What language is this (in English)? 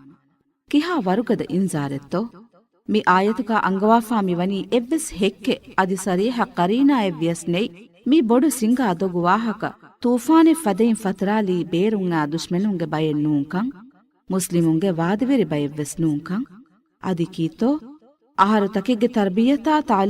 Divehi